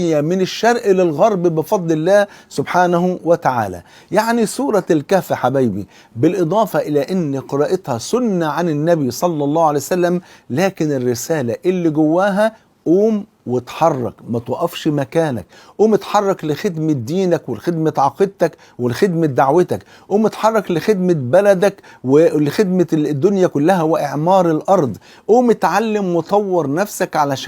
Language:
Egyptian Arabic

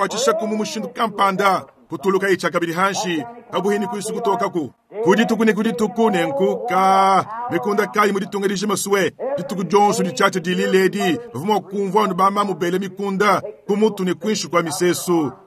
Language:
Luba-Lulua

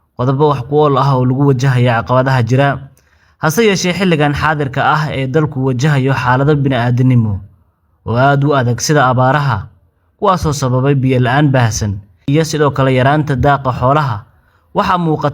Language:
Somali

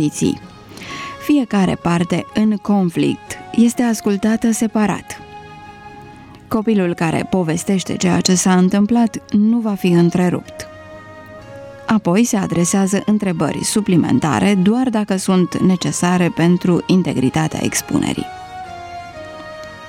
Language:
Romanian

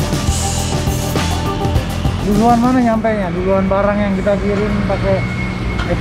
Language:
Indonesian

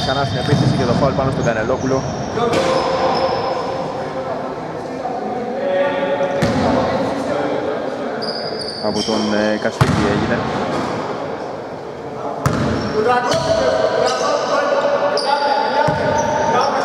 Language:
Greek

